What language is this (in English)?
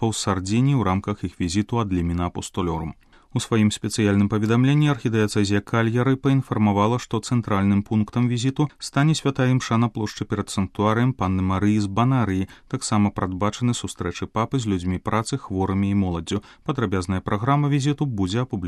Belarusian